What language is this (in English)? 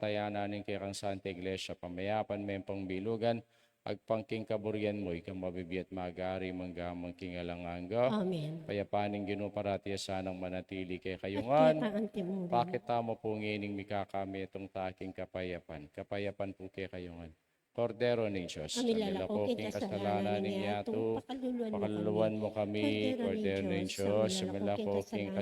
Pampanga